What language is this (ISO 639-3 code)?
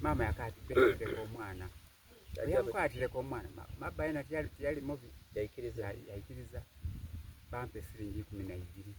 xog